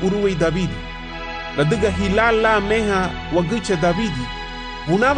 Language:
Garifuna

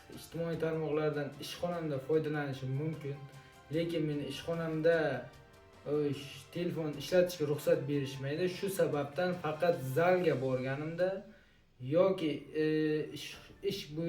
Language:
Uzbek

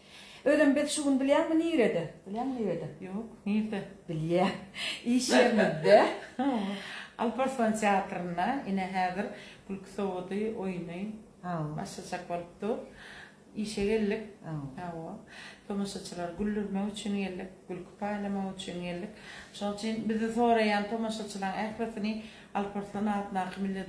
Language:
Turkmen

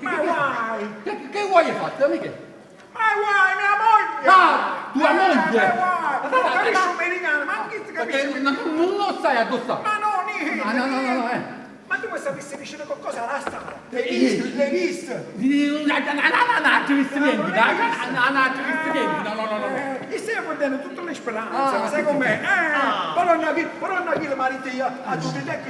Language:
Neapolitan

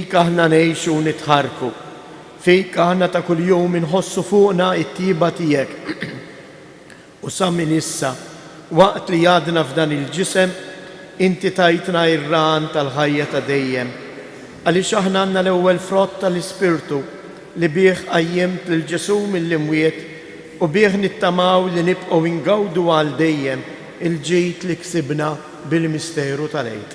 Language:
Maltese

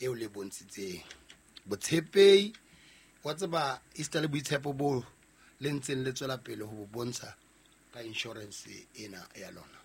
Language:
Southern Sotho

